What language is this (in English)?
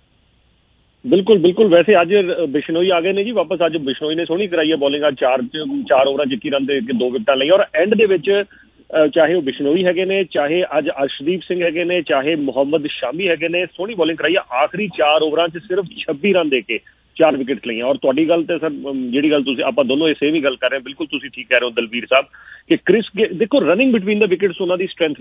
Punjabi